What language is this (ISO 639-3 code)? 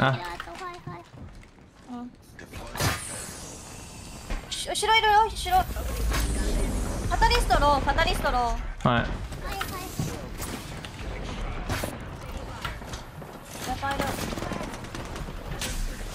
tha